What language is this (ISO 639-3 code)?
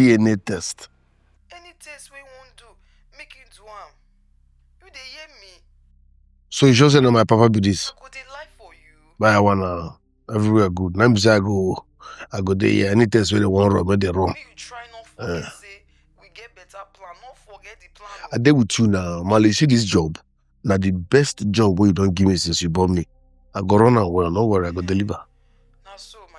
pcm